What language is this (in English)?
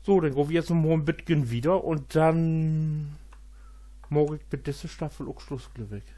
Low German